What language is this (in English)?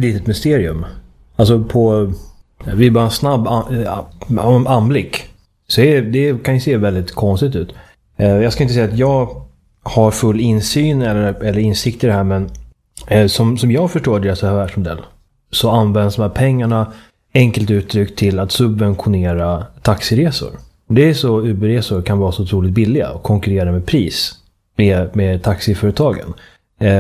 Swedish